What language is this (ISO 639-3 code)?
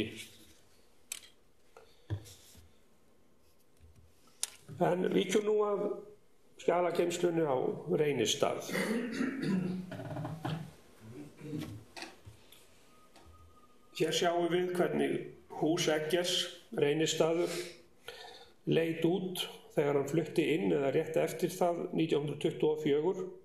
isl